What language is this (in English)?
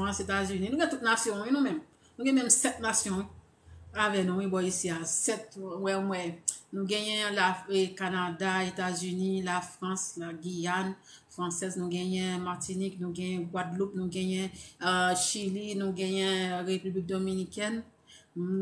Haitian Creole